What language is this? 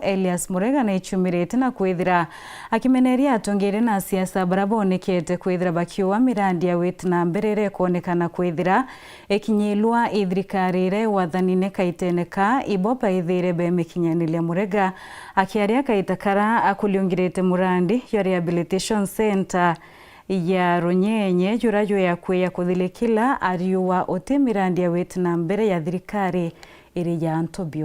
Meru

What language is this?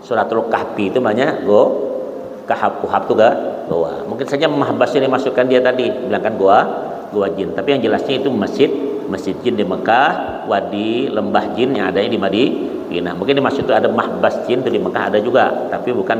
Banjar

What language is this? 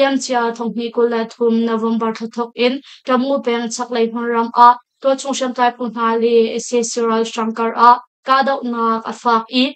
Hakha Chin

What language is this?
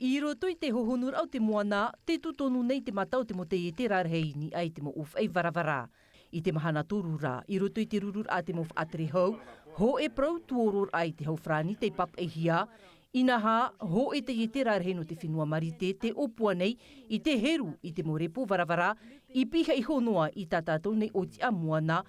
Tahitian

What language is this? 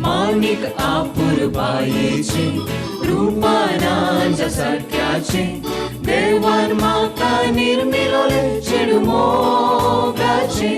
Konkani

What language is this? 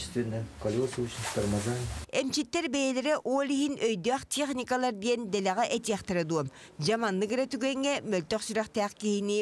Yakut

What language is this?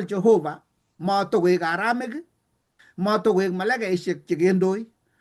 Kalenjin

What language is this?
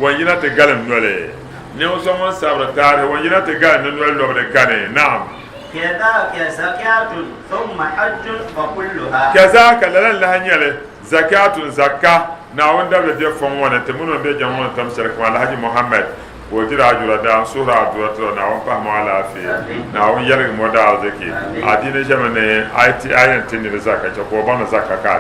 Dagbani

